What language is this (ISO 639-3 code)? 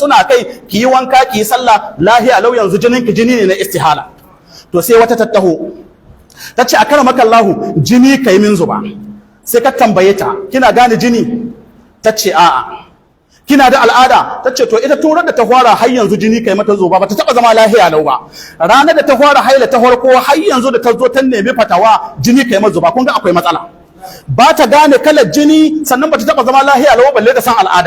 hau